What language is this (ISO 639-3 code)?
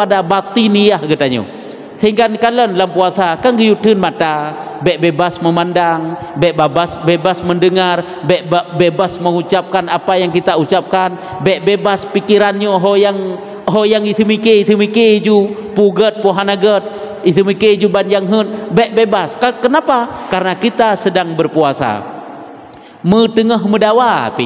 ace